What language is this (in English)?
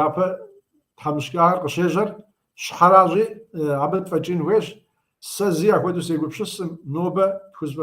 Kabardian